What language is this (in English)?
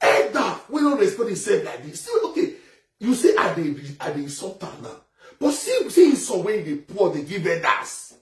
Nigerian Pidgin